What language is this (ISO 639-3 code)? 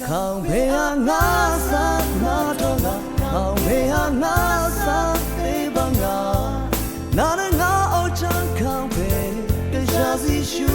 raw